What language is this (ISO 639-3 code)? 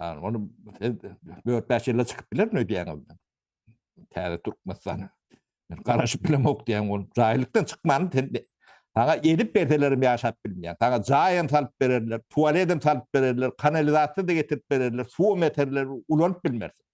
tuk